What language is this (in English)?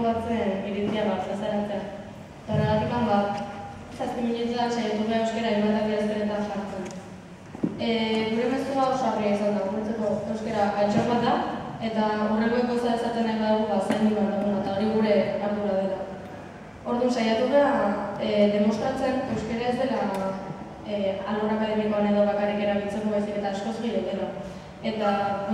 Basque